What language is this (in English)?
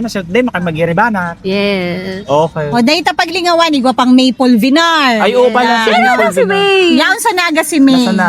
Bikol